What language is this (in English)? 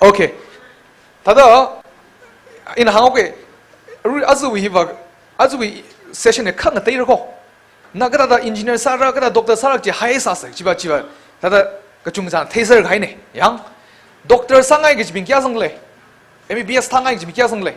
Tangkhul Naga (India)